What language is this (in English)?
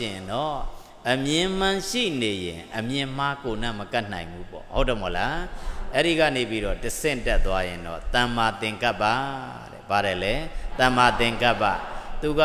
Burmese